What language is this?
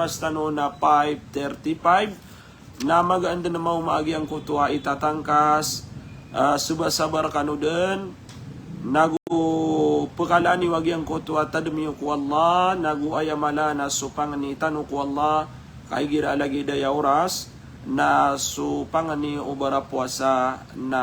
Maranao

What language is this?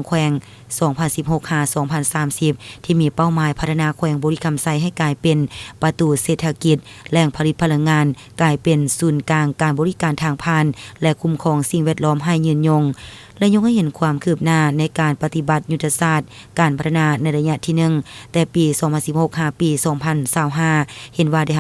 Lao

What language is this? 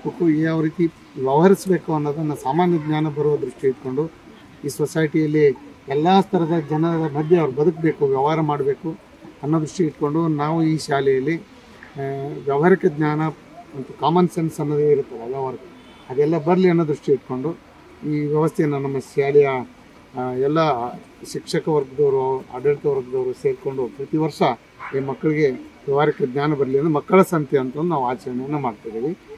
Kannada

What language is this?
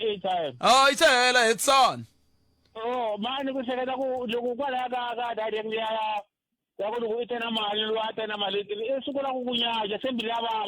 Tsonga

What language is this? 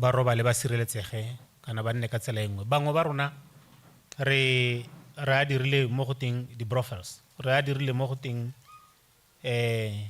Tswana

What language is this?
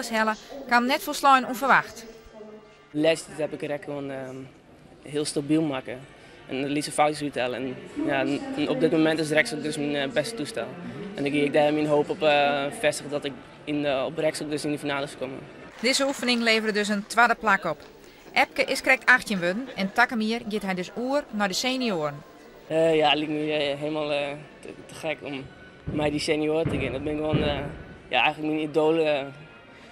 Western Frisian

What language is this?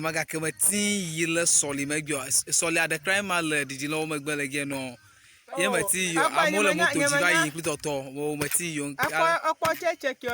Ewe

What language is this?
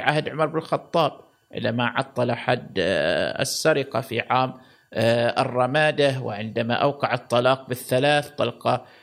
Gulf Arabic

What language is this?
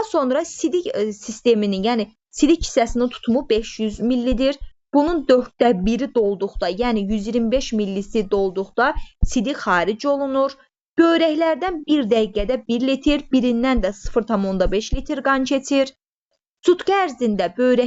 Azerbaijani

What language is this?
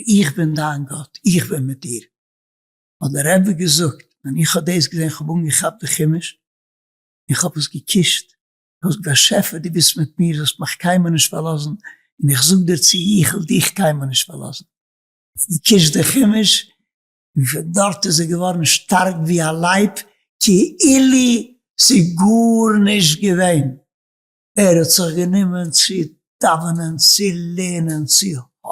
Yiddish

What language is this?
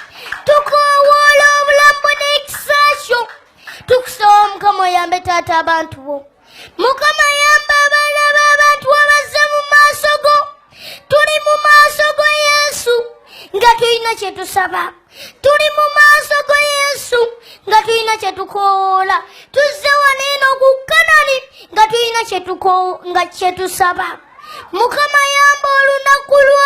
Ganda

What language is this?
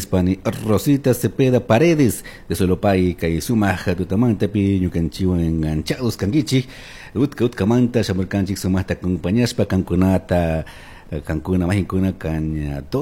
Chimborazo Highland Quichua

